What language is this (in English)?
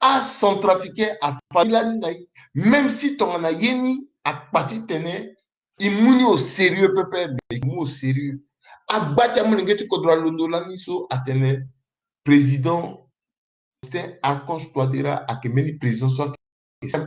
Sango